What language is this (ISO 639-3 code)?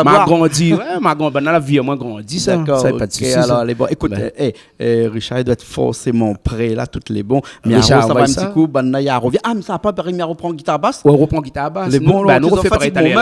rcf